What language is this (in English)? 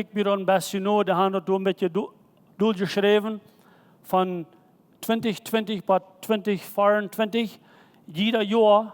Plautdietsch